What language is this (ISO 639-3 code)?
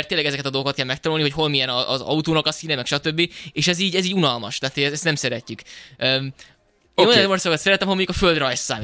hun